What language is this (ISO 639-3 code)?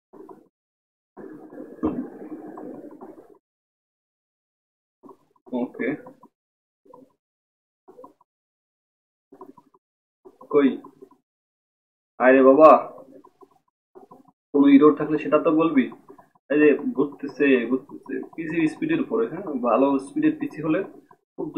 ben